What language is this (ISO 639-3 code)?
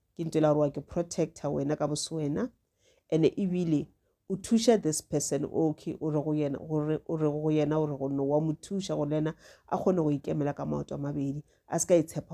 nso